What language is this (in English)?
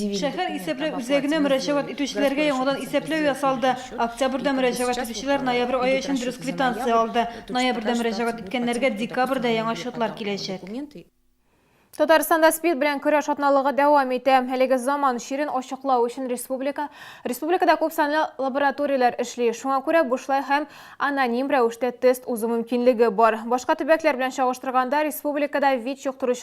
Tatar